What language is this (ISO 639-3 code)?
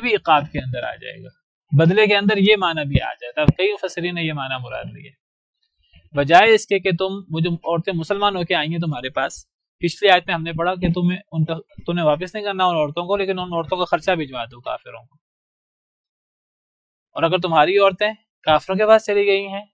urd